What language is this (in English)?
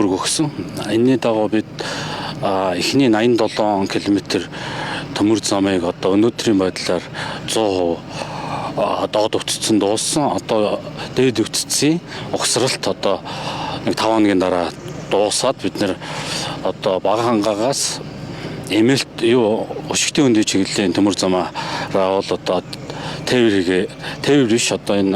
Mongolian